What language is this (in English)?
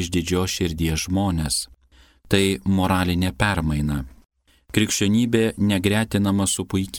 Lithuanian